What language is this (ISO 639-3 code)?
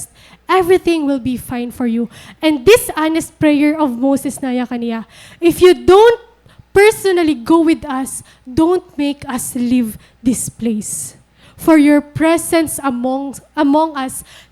war